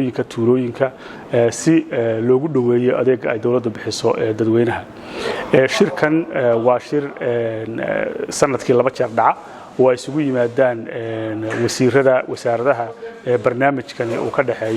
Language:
Somali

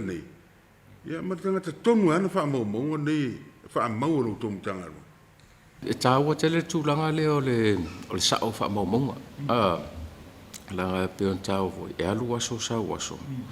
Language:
Samoan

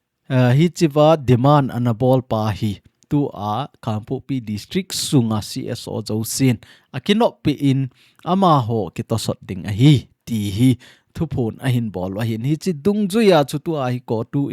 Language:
Thado Chin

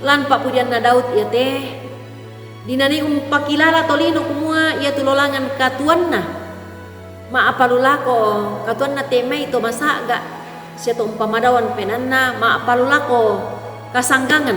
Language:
Toraja-Sa'dan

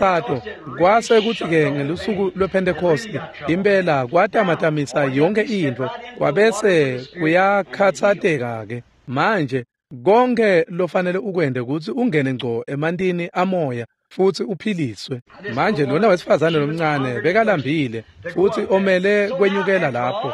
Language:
Swati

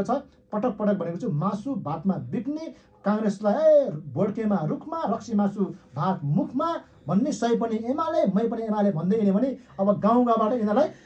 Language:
Nepali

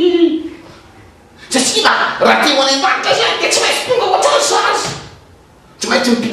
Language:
Malagasy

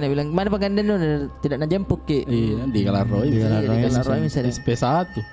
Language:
Makassar Malay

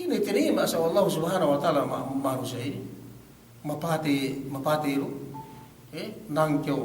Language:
Yakan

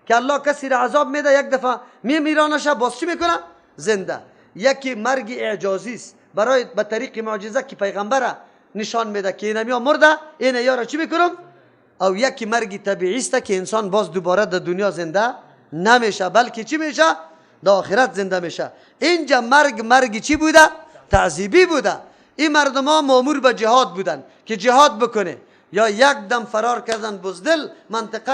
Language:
Persian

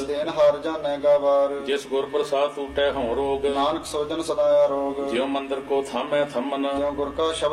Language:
Punjabi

